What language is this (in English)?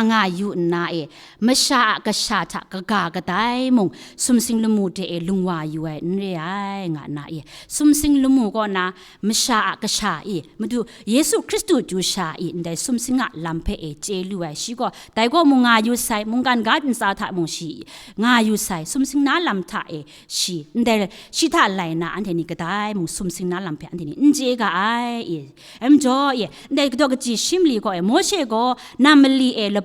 Kachin